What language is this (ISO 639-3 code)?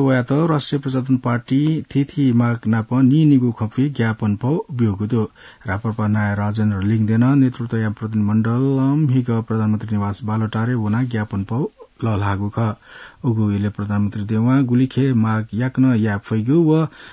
new